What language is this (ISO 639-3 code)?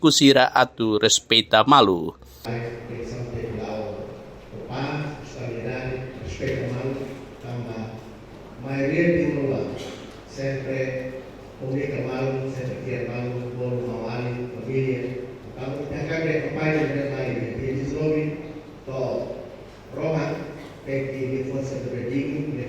tet